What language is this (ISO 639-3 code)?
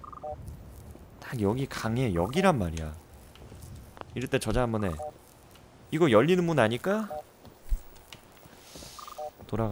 kor